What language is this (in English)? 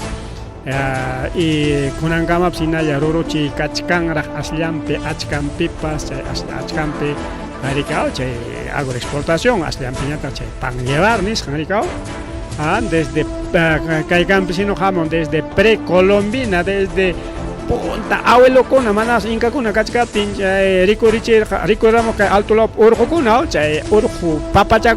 Ayacucho Quechua